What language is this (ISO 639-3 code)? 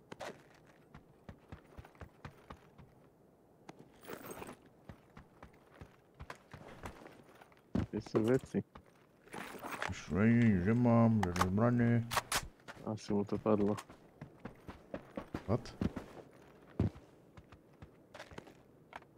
slk